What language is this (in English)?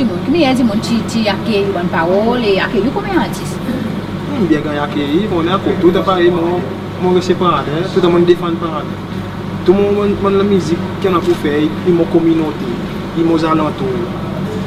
Seselwa Creole French